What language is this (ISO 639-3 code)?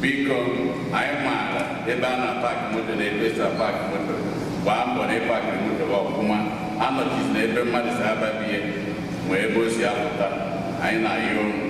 ibo